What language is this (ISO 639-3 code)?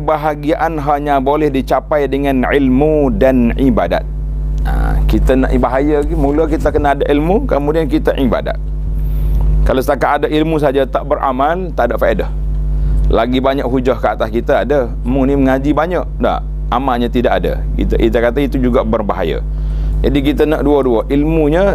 msa